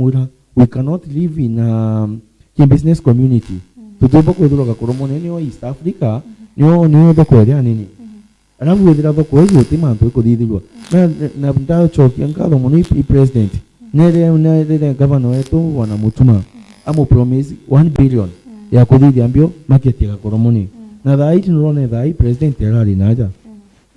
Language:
Meru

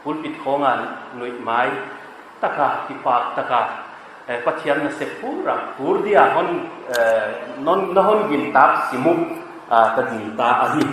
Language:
Paite Chin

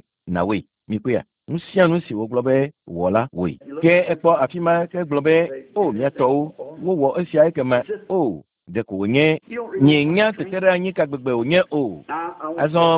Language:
Ewe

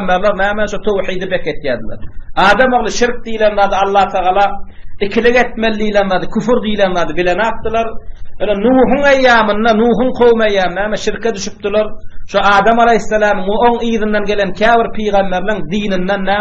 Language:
Turkmen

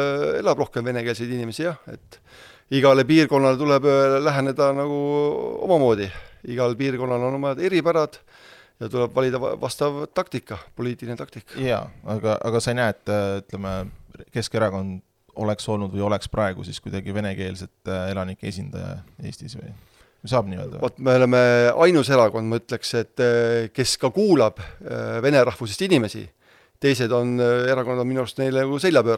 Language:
Estonian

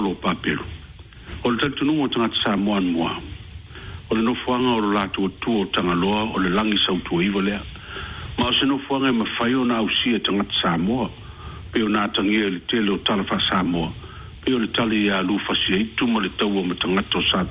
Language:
Samoan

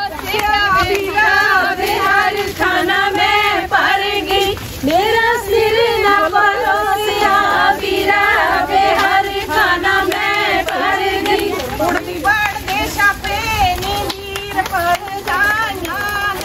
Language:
Punjabi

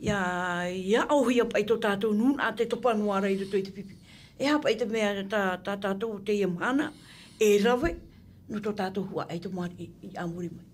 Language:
Tahitian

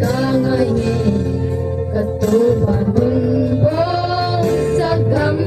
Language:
Gangte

